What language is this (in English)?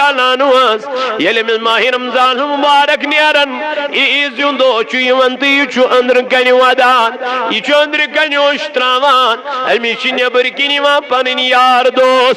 Kashmiri